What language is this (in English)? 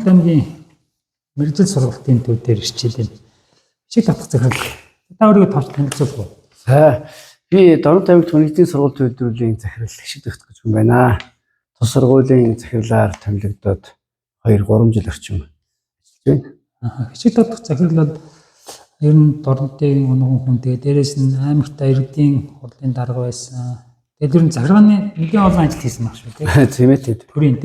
Mongolian